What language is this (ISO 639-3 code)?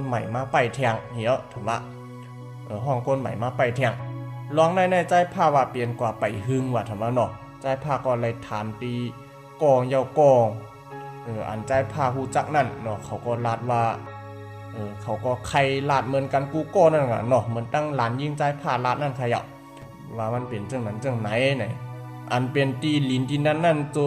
shn